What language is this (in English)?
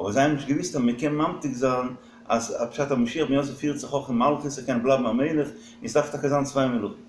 Yiddish